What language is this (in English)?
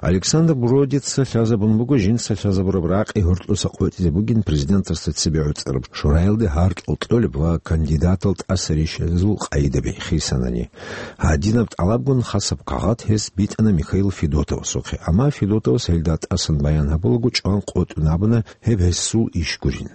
Avaric